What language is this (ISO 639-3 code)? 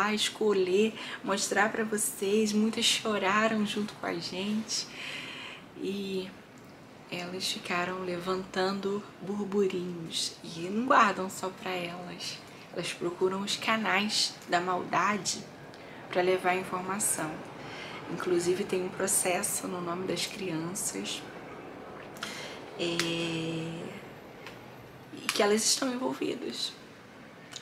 por